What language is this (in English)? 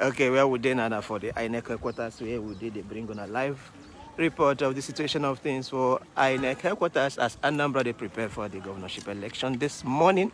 Nigerian Pidgin